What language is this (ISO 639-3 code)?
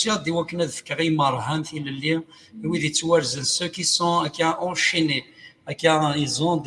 kab